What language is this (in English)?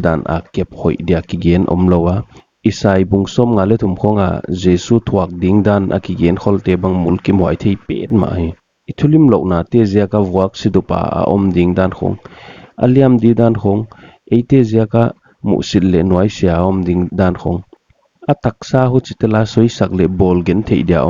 Paite Chin